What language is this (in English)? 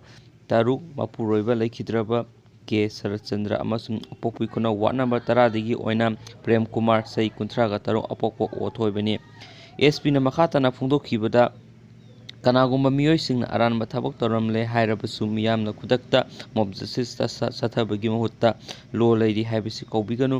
Manipuri